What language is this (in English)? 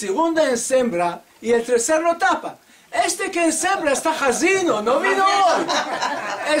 Ladino